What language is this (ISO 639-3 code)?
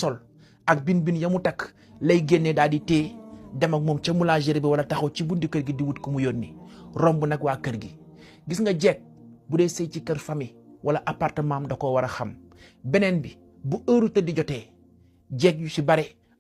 wol